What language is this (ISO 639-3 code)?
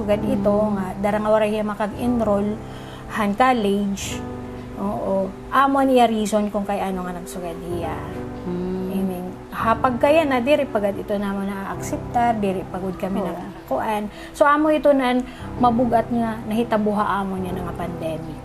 war